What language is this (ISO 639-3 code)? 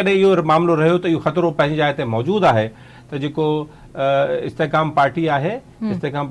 snd